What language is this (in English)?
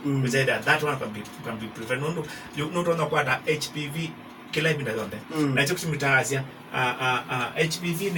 Kamba